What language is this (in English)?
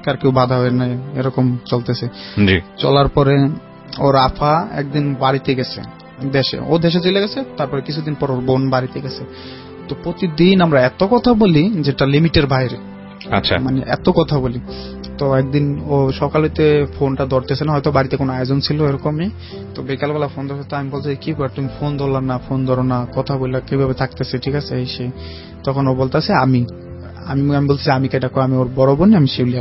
Bangla